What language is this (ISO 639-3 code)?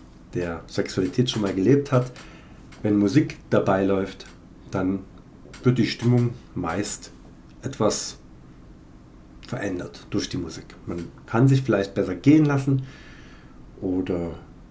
deu